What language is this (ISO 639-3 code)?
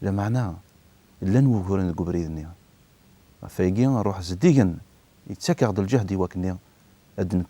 kab